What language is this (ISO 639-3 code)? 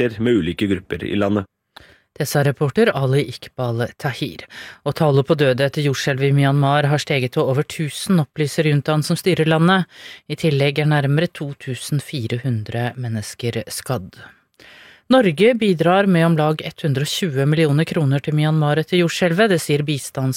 nor